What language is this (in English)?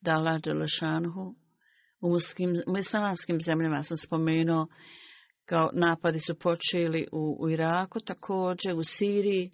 Bosnian